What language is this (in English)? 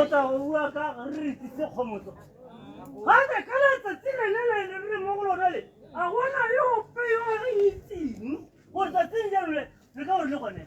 Tswana